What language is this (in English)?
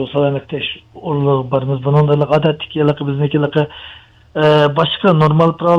Uyghur